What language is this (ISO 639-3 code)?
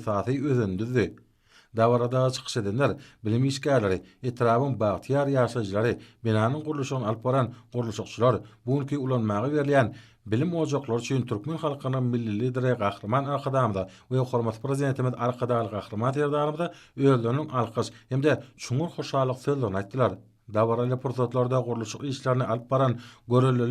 tuk